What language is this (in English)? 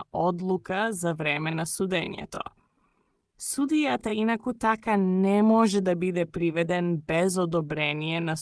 Macedonian